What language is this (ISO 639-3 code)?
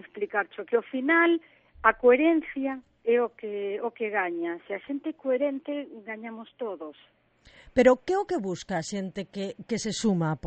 glg